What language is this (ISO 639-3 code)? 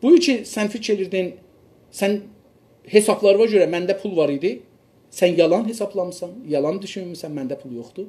azb